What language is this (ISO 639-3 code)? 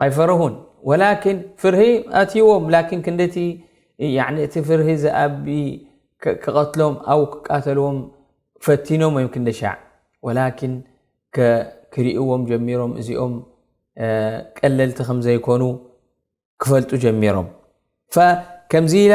tir